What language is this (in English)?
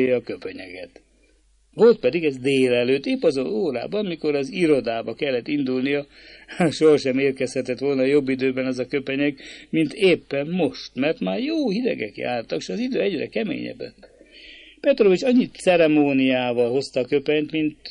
Hungarian